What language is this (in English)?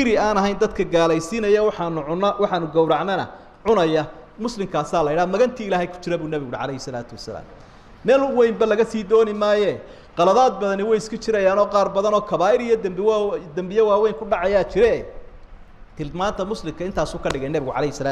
Somali